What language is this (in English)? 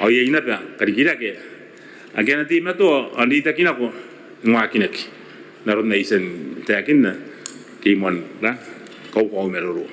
Gilbertese